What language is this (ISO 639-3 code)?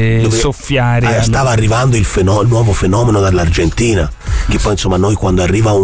ita